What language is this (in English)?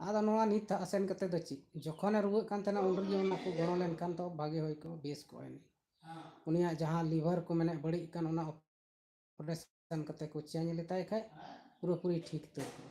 Santali